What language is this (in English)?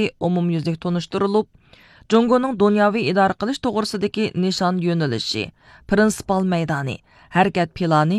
Uyghur